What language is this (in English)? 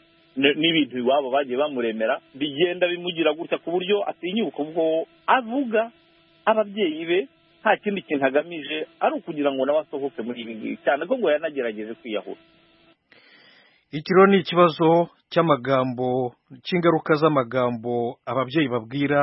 Kinyarwanda